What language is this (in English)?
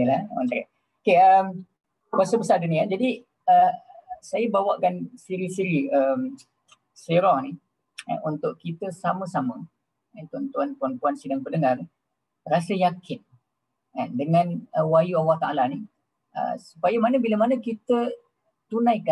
Malay